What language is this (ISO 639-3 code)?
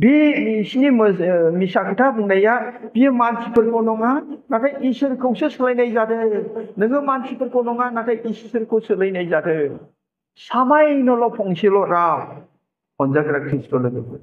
brx